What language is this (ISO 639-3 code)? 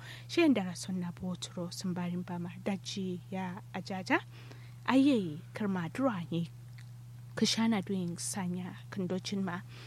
kau